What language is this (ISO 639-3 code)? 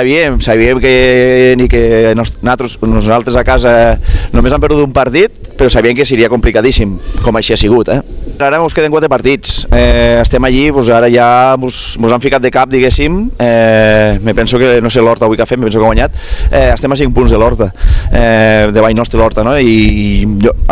cat